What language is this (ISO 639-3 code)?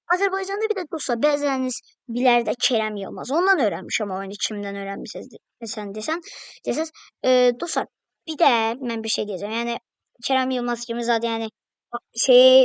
aze